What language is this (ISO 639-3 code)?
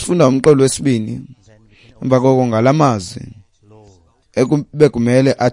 xho